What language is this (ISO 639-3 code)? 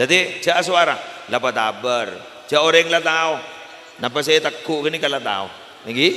mad